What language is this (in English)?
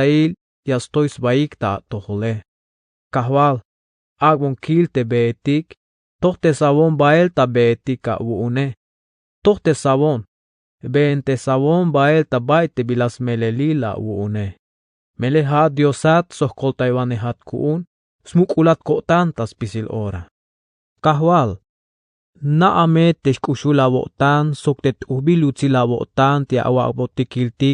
Tzeltal